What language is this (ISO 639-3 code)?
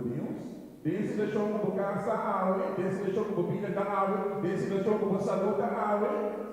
pap